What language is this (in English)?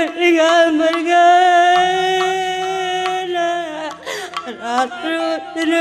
Batak Karo